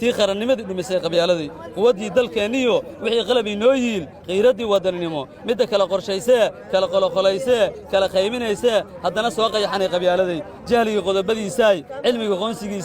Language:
Somali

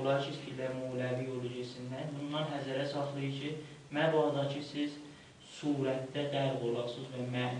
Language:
South Azerbaijani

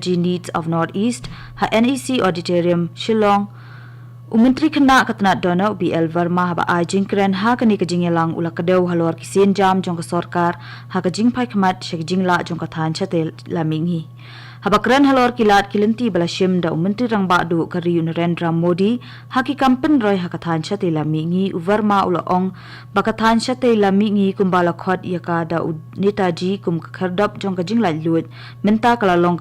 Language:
Khasi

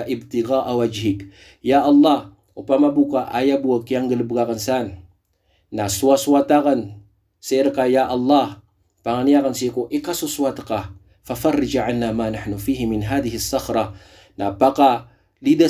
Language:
Maranao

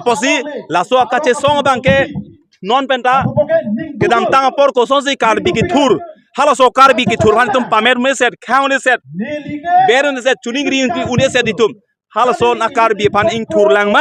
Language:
Karbi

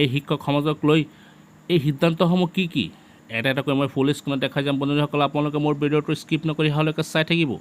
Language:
Assamese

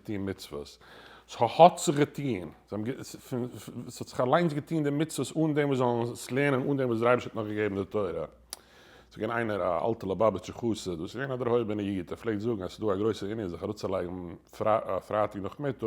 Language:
Yiddish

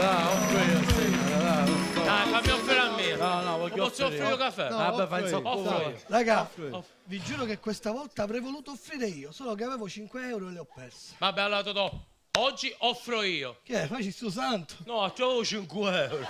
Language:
Sicilian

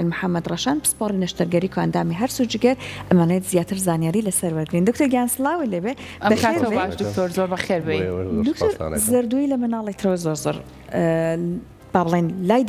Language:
Central Kurdish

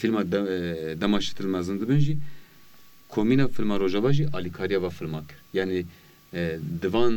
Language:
Kurdish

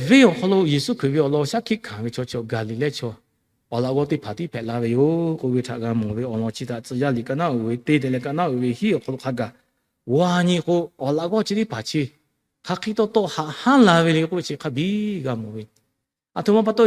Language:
Lahu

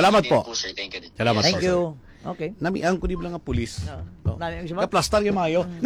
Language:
Hiligaynon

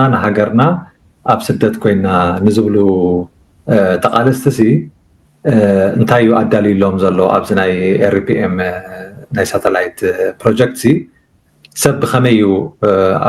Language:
Tigrinya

